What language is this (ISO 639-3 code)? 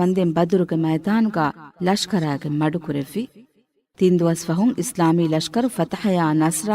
div